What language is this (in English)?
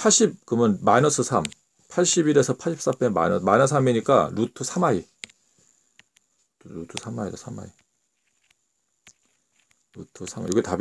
Korean